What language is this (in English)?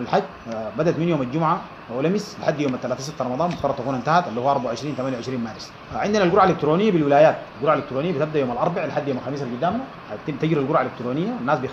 Sudanese Arabic